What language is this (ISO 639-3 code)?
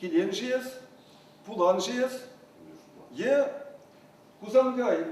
chv